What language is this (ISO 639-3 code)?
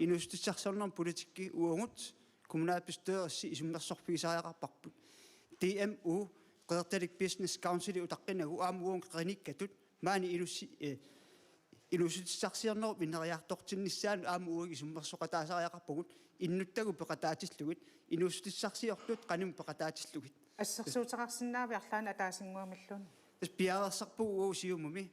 kal